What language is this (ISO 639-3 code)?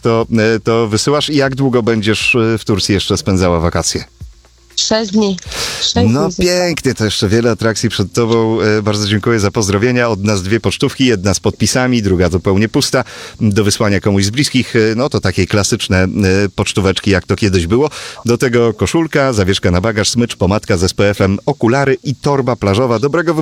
pol